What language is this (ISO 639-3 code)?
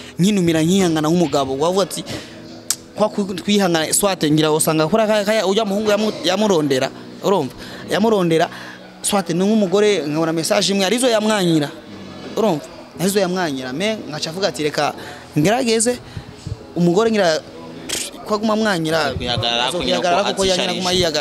run